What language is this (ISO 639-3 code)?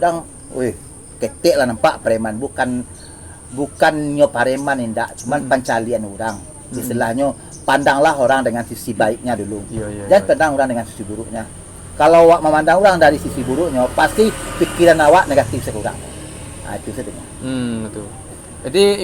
min